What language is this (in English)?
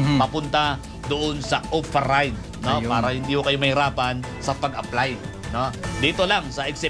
Filipino